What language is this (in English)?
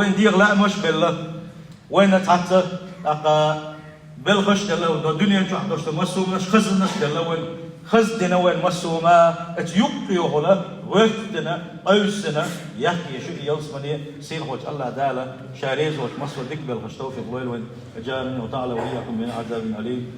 Chechen